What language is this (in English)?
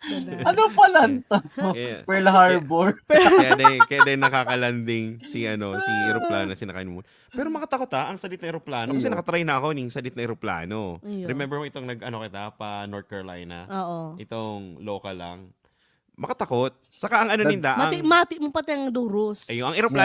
Bikol